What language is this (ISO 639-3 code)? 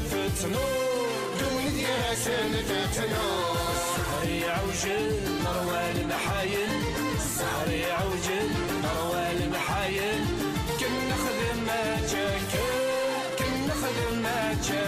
kab